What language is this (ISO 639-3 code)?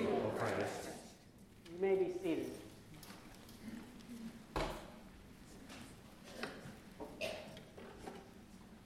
eng